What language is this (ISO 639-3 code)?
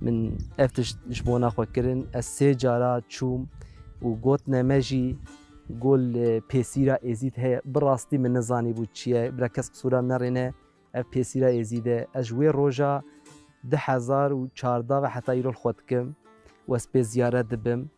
kur